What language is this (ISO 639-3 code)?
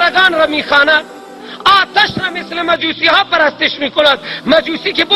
fas